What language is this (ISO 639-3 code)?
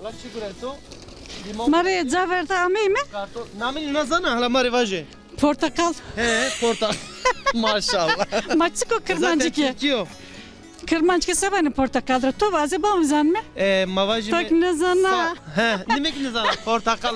zza